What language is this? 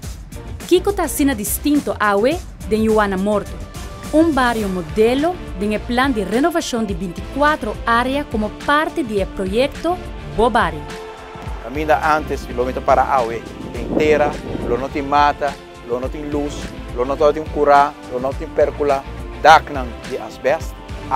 Papiamento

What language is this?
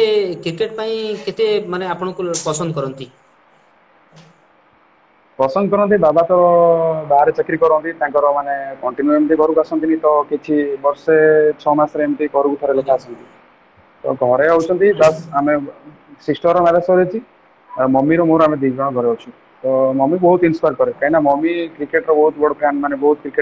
Odia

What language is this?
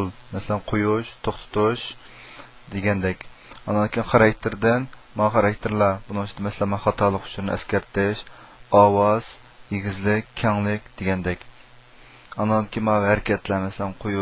Uyghur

